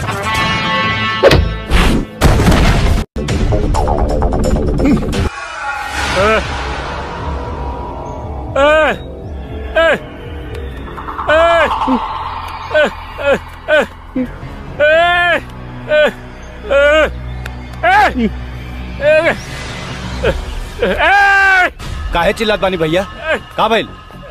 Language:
Bhojpuri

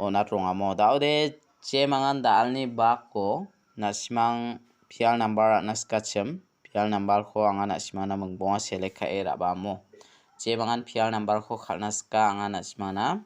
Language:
Garo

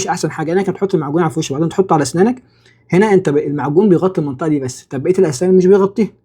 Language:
Egyptian Arabic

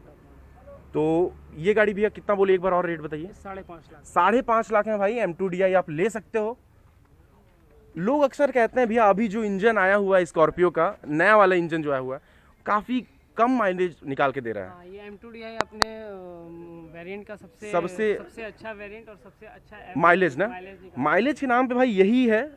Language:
Hindi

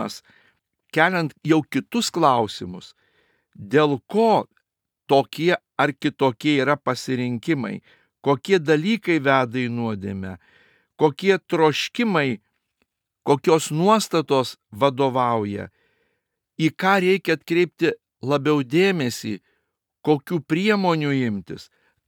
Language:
Lithuanian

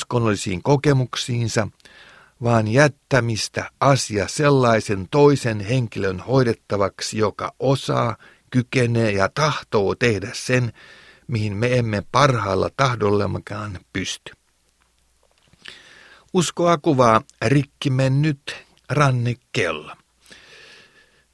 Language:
Finnish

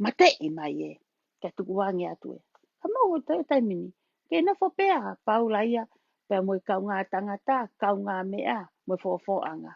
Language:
Tongan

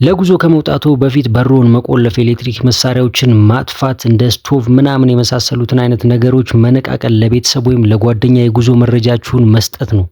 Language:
Amharic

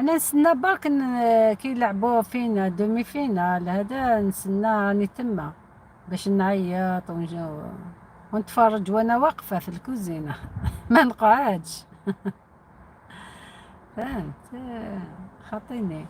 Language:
Algerian Arabic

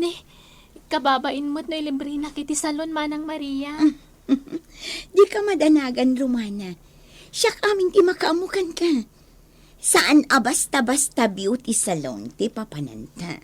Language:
Iloko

